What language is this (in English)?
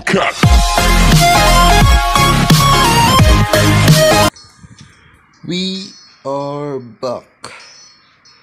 Filipino